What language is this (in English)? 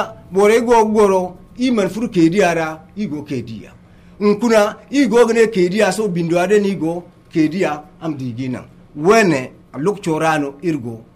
Zarma